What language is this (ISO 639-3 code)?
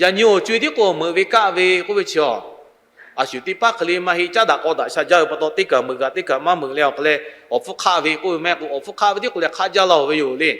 lhu